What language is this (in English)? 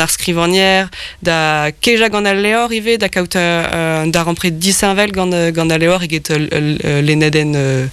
Breton